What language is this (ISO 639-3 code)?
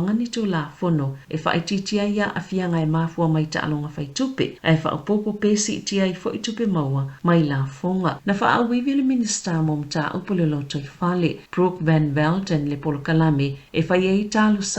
smo